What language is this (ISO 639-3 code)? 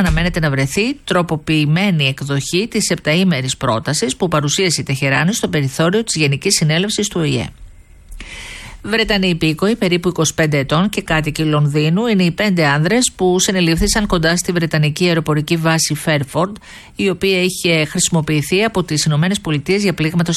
ell